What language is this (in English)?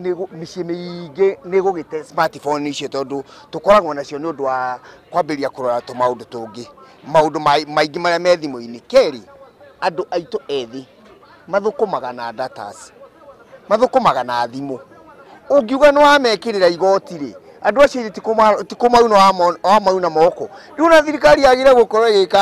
Kikuyu